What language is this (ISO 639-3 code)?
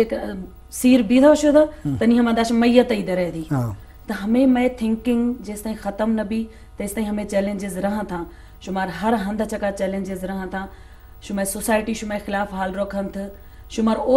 bgp